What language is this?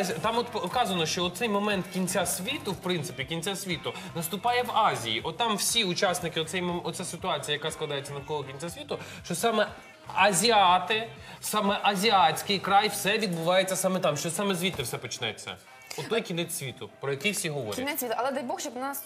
Ukrainian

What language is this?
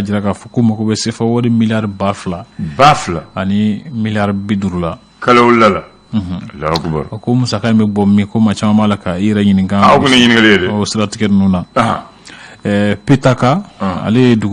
Bambara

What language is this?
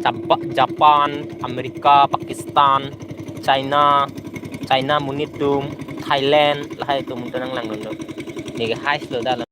Karbi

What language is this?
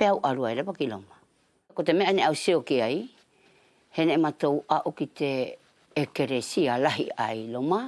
Wallisian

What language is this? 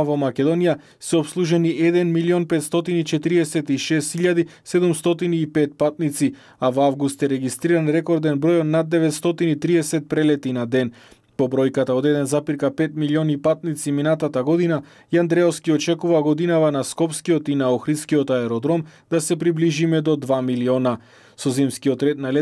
Macedonian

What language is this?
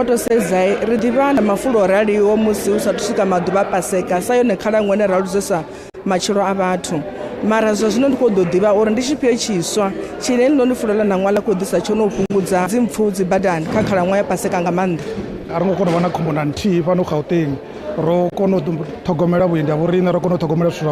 Venda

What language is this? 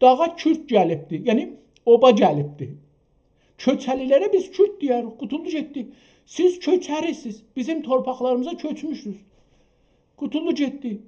South Azerbaijani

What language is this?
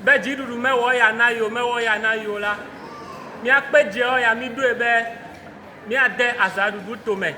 Ewe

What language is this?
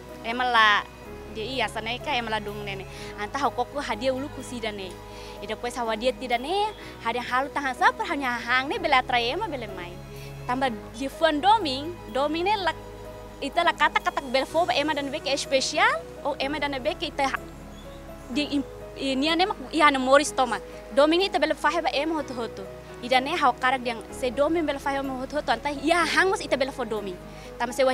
Tetum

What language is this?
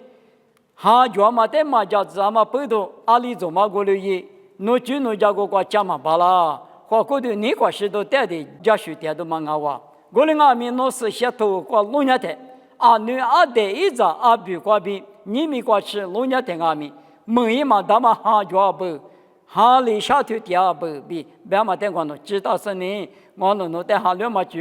Lisu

